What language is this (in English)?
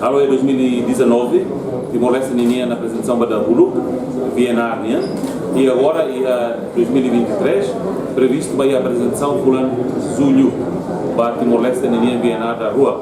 Tetum